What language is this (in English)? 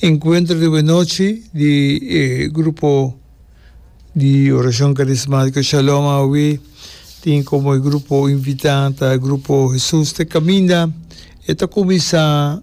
Papiamento